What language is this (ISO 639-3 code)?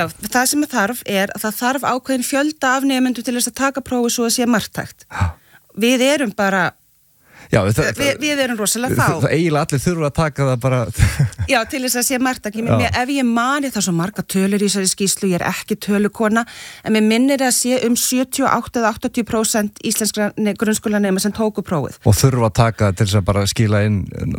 isl